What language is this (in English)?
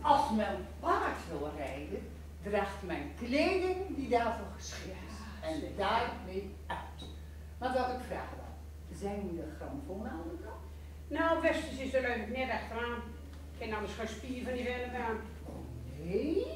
Gronings